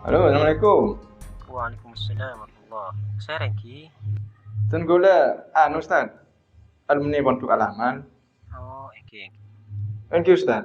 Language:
Madurese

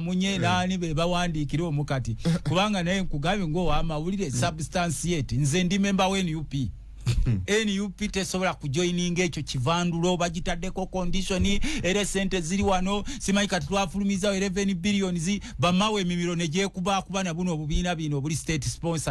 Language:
Ganda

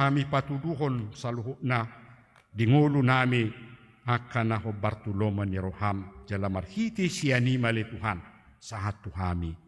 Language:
Batak Toba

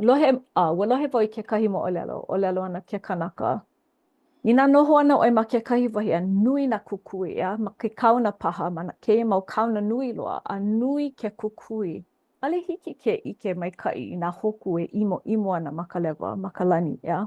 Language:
Hawaiian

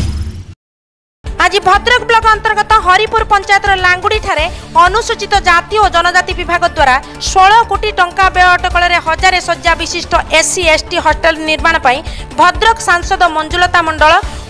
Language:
Odia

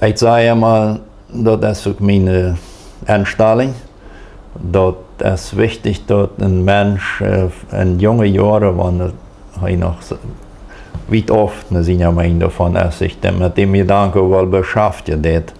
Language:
Plautdietsch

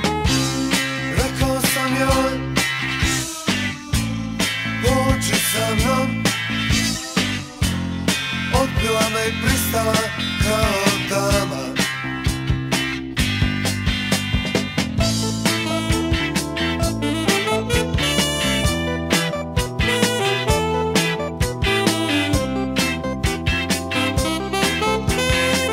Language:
Croatian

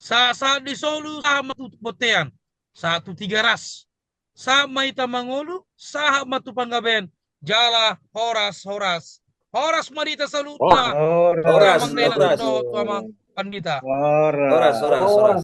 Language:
Batak Toba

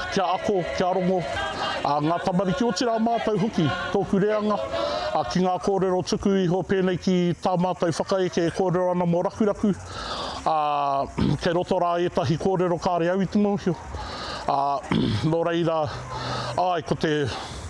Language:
Māori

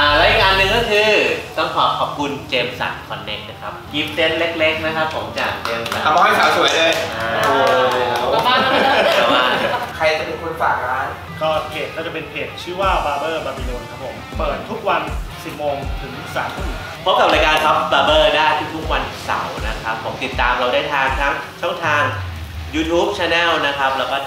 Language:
Thai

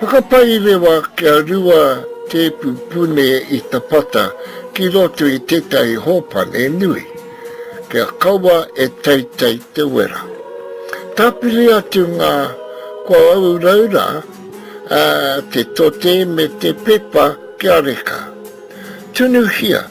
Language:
Māori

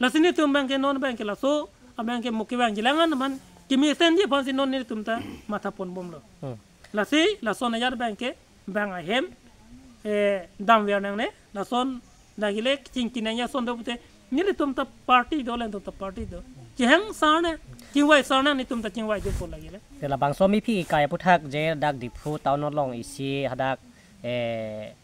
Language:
Karbi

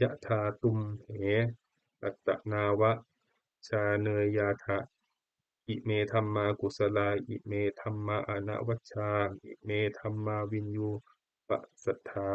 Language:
Pali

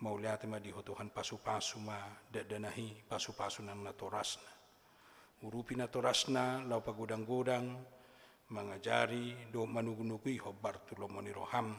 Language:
Batak Toba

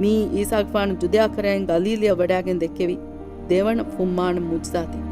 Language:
Divehi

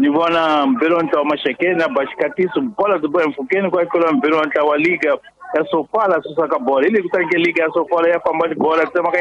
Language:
Tsonga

